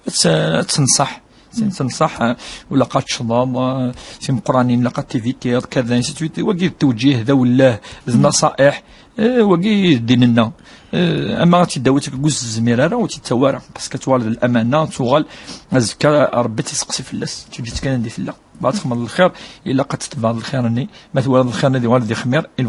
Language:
Kabyle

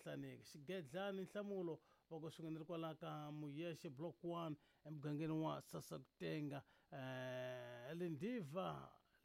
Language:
Tsonga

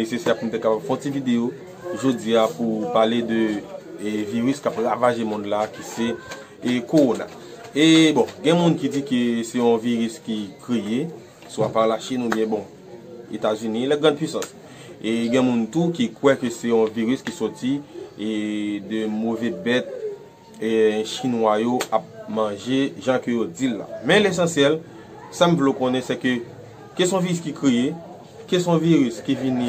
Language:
Haitian Creole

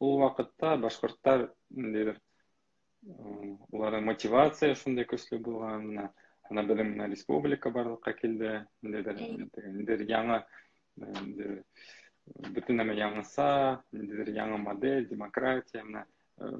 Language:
Bashkir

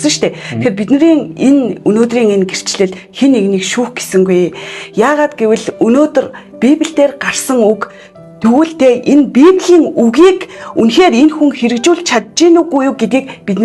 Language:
Mongolian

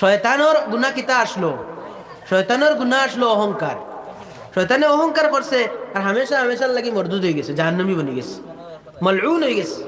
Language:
Sylheti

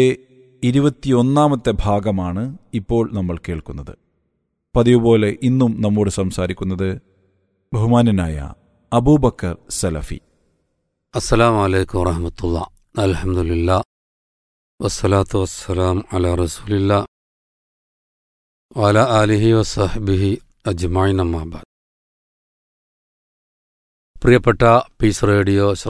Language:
Malayalam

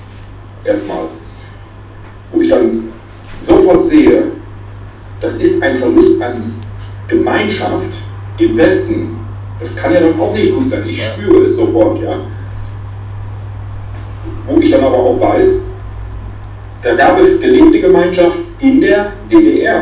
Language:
German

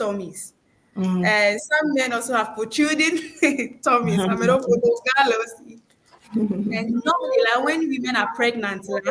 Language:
Ewe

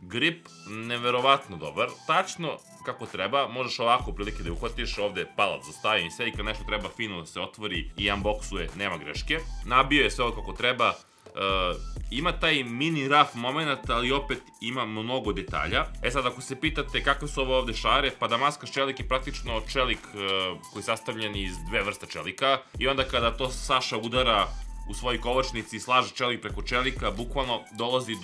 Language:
Serbian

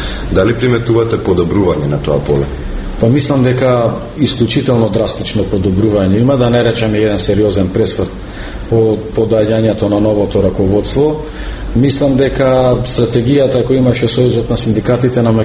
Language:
Macedonian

